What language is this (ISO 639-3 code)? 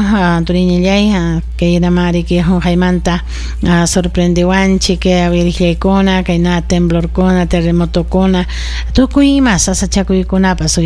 quy